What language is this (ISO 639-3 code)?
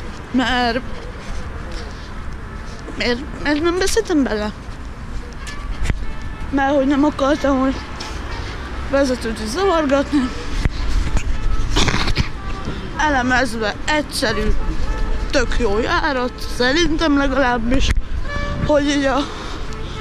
hun